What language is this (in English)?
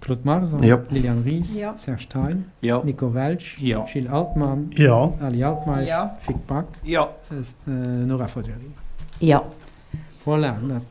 Luxembourgish